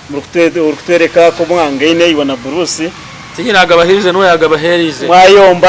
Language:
Nyankole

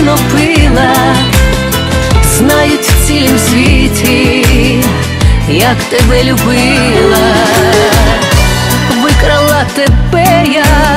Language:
Ukrainian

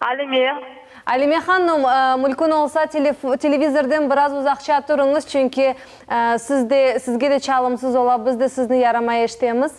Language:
Crimean Tatar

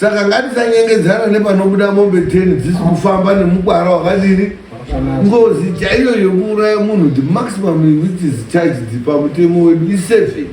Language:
Shona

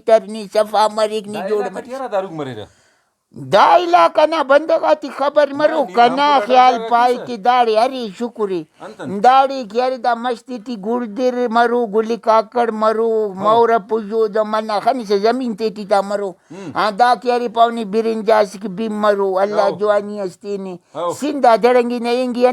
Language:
Brahui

